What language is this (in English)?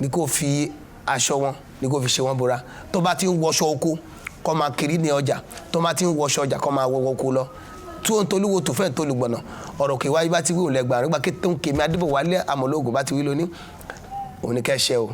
Yoruba